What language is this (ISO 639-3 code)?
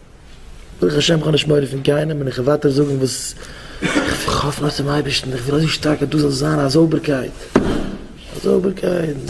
yid